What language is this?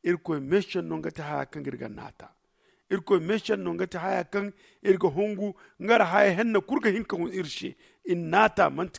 Zarma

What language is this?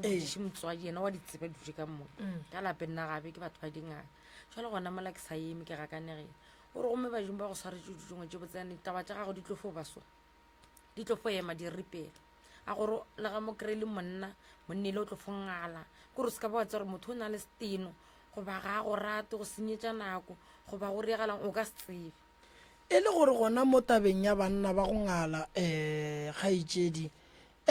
Northern Sotho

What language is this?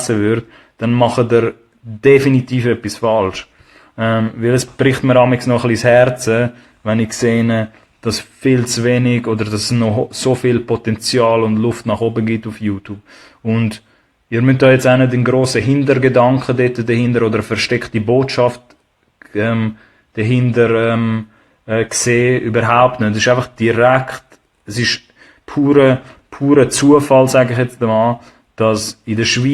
Swiss German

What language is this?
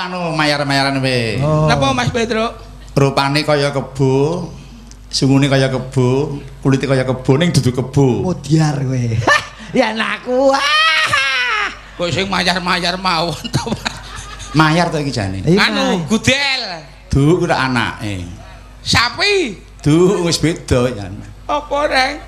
Javanese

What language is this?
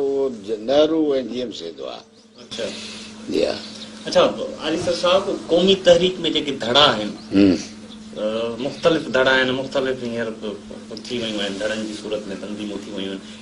Sindhi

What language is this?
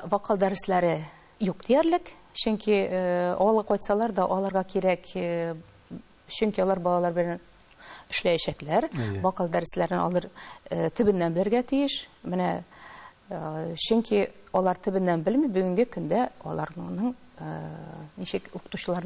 Tatar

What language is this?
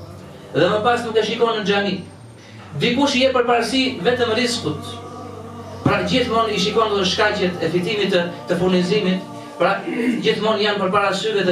Albanian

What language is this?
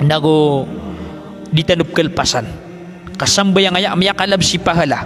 Maranao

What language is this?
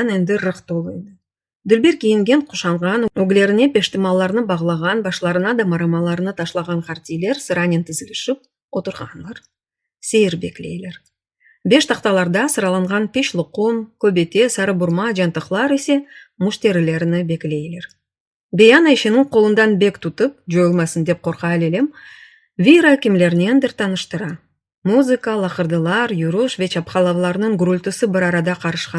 Crimean Tatar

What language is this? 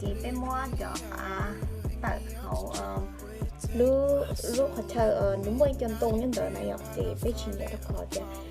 Hmong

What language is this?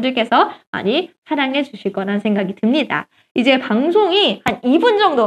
Korean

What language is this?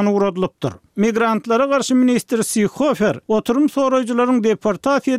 Kyrgyz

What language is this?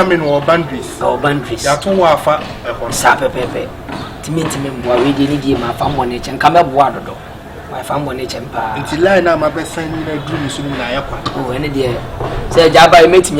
Akan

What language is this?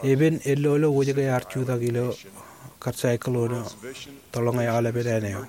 Marshallese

